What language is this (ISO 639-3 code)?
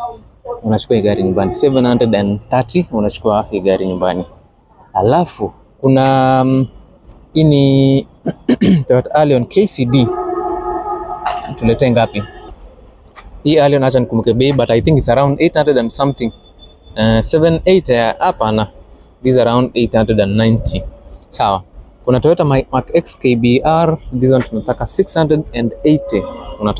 swa